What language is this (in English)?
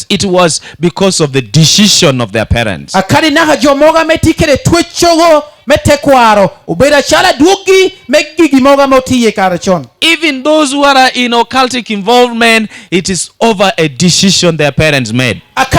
Lango (Uganda)